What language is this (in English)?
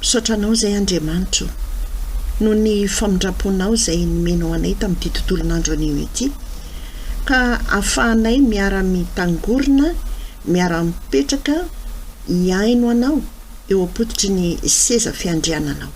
Malagasy